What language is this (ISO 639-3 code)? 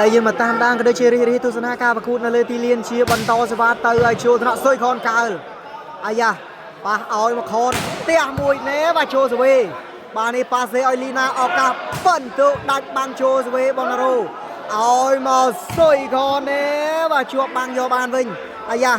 khm